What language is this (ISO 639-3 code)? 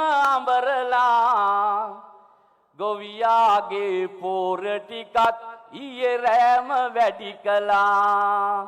sin